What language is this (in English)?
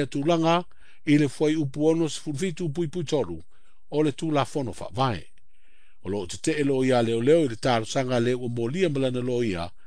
Samoan